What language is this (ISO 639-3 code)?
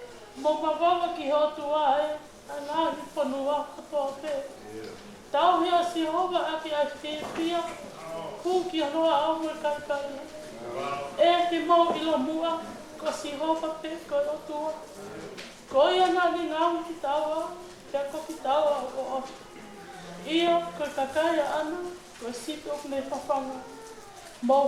ton